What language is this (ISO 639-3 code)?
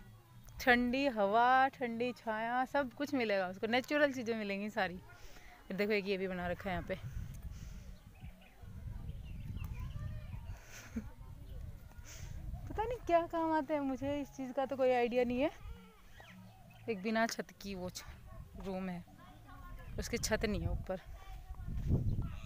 hin